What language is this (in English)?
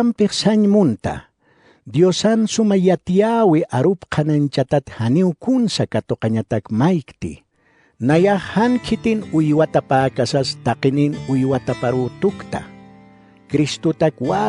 Aymara